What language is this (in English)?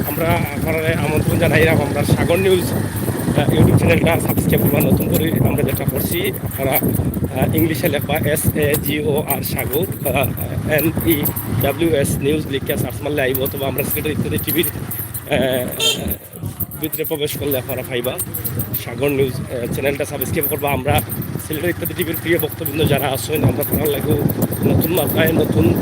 Sylheti